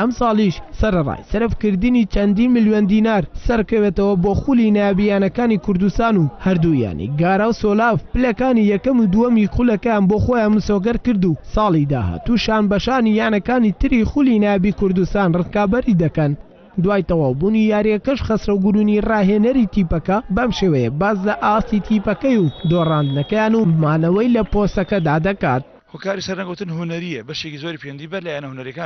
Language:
Central Kurdish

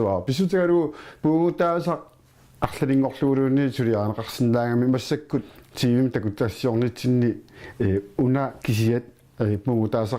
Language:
Kalaallisut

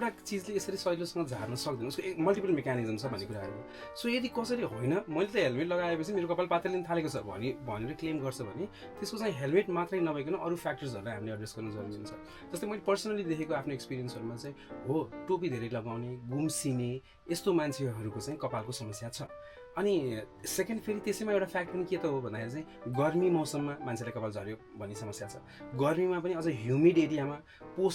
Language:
Nepali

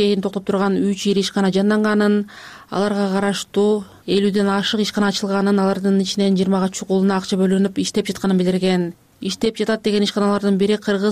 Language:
Kyrgyz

